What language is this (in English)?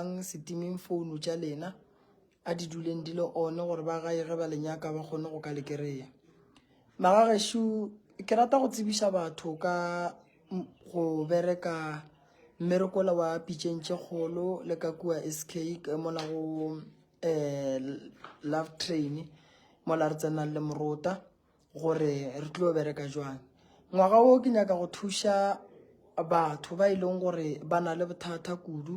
Northern Sotho